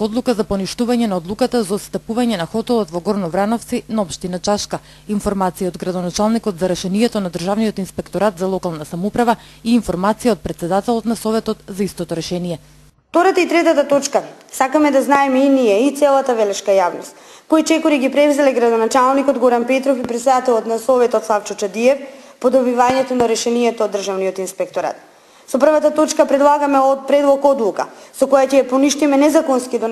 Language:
Macedonian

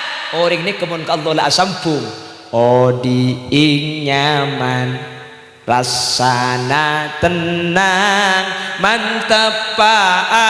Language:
Madurese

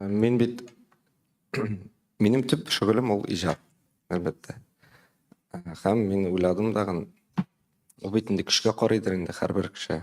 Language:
Tatar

